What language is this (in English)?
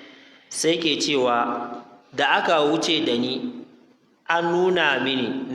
Hausa